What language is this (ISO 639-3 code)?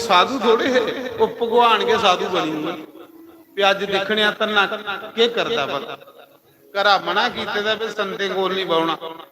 doi